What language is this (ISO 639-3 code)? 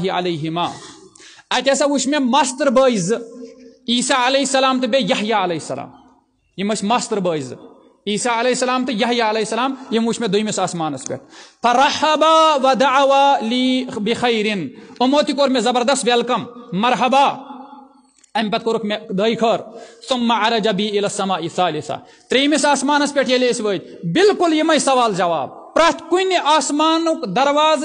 kas